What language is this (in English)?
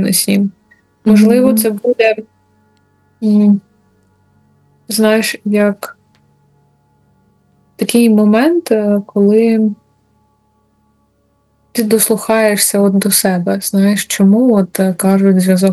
Ukrainian